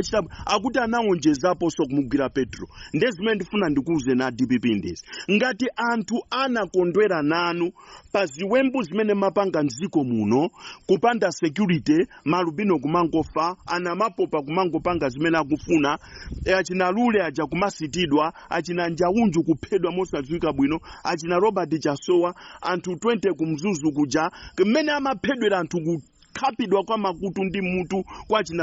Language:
Nyanja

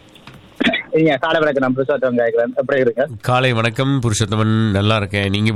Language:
Tamil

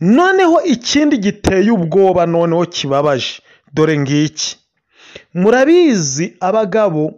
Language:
Kinyarwanda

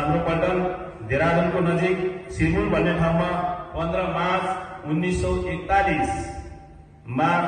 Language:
Nepali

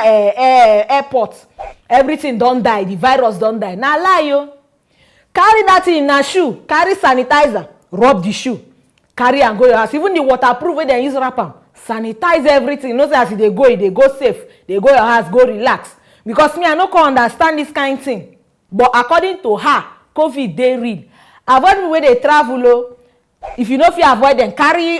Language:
Nigerian Pidgin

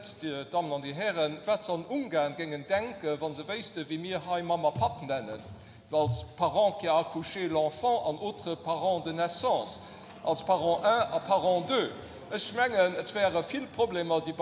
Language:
Luxembourgish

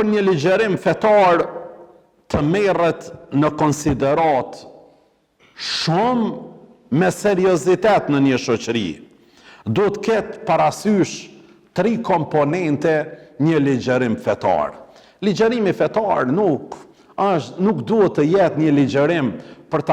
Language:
Albanian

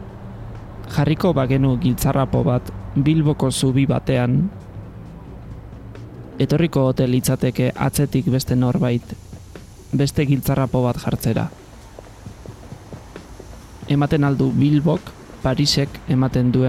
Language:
Basque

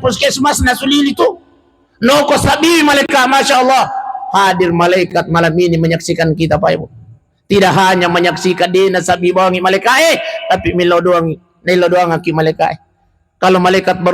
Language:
Buginese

